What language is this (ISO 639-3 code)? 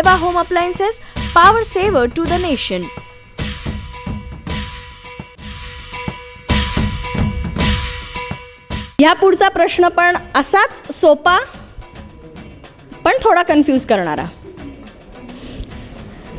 mar